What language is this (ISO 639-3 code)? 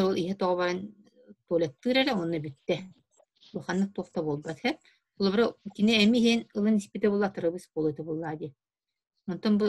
sah